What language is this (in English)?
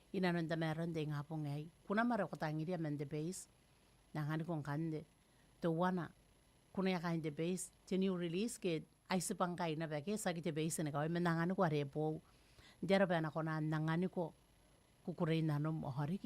Gilbertese